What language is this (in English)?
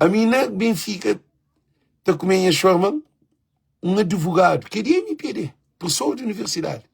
Kabuverdianu